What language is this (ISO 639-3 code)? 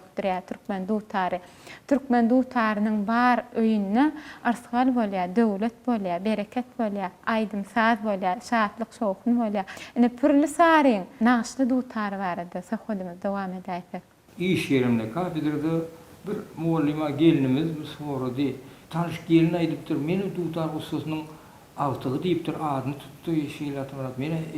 tuk